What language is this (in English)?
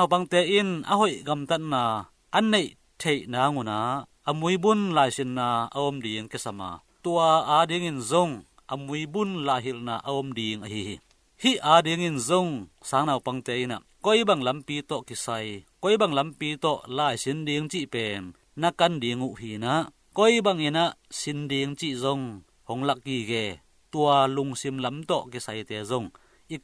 Tedim Chin